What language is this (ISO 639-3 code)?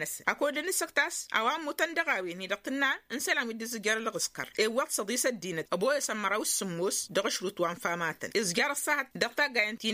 taq